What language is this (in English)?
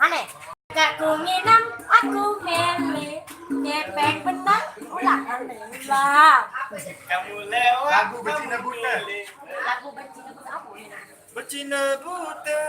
Sasak